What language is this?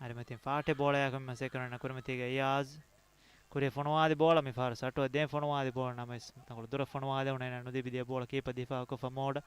Divehi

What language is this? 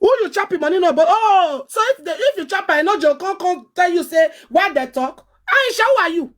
Nigerian Pidgin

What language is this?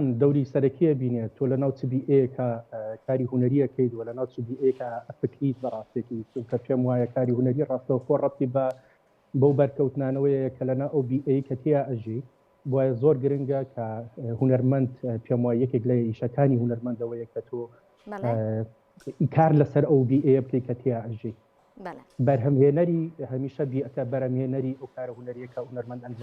Central Kurdish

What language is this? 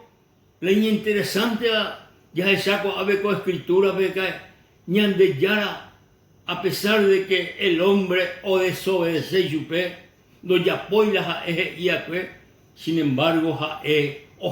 Guarani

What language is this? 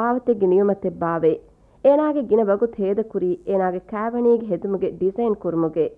Divehi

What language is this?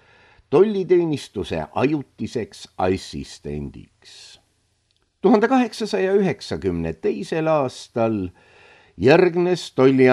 Estonian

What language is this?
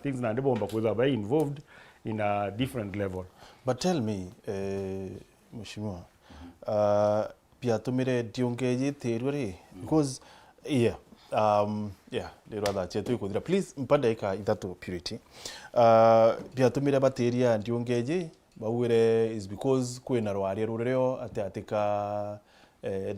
Meru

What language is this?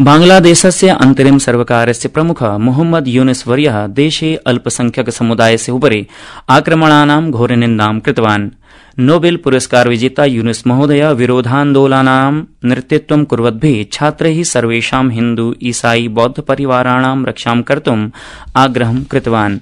Sanskrit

